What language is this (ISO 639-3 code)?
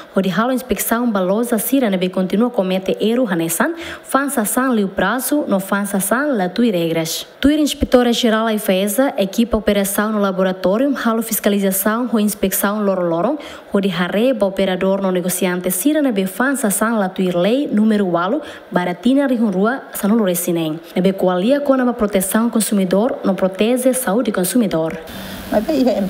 tet